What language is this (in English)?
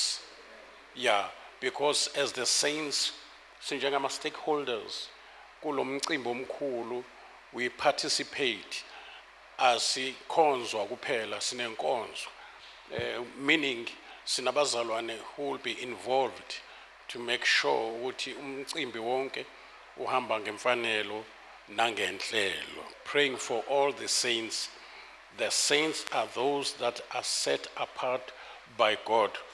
Zulu